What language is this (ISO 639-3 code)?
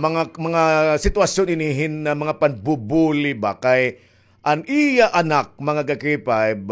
war